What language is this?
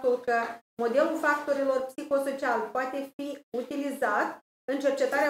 Romanian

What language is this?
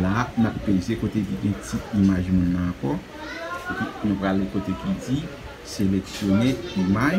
Haitian Creole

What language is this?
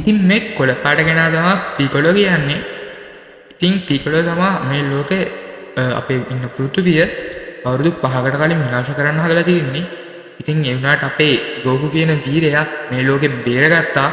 Sinhala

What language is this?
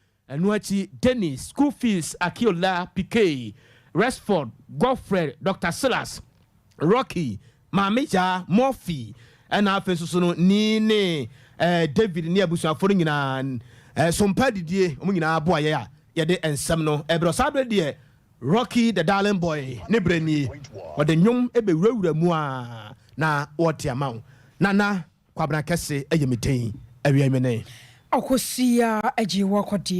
Akan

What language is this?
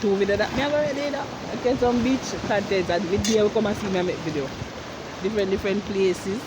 Jamaican Creole English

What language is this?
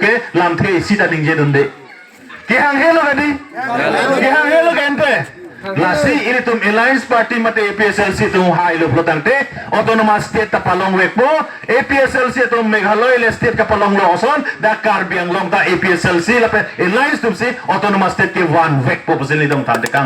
Karbi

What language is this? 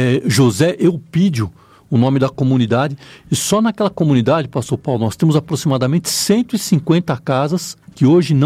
Portuguese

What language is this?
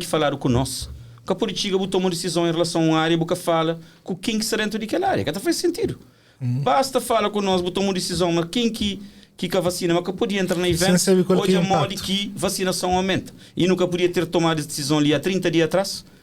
Kabuverdianu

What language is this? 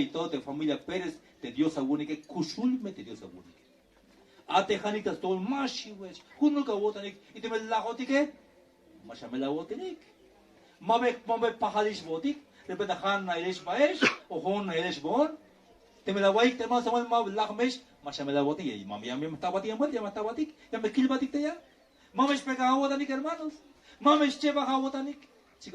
Tzeltal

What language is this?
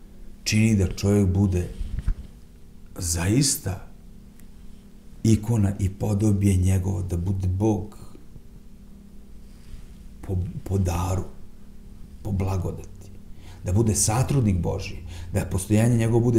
Serbian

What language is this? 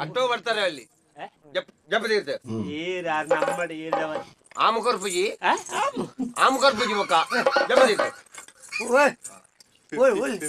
Tulu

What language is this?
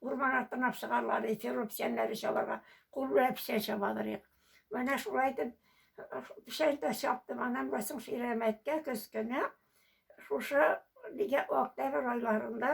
Tatar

